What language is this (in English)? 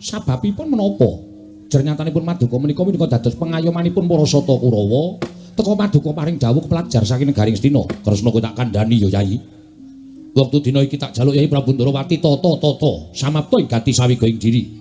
Javanese